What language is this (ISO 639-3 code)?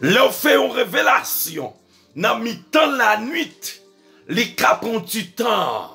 hat